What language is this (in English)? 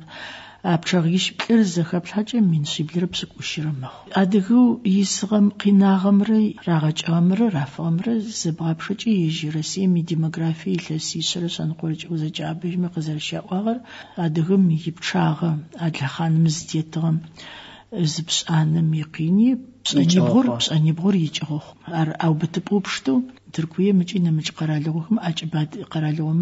Adyghe